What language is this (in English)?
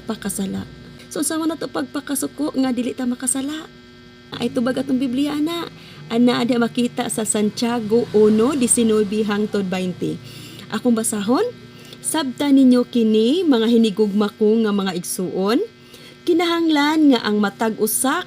Cebuano